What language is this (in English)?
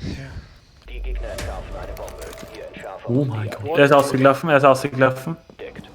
Bavarian